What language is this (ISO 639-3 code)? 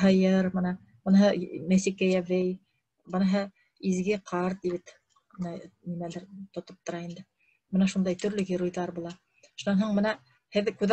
bak